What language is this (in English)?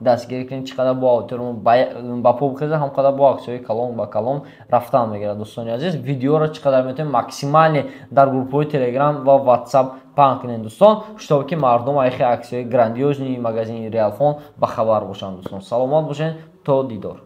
Tajik